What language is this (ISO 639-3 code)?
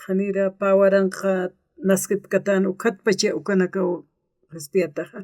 aym